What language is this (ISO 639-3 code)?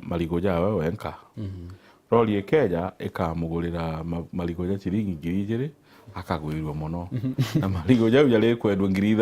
mer